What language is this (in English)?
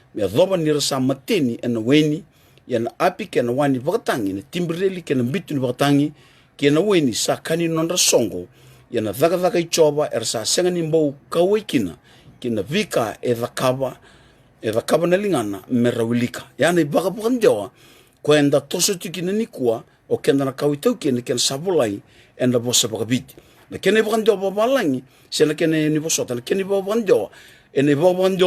Fijian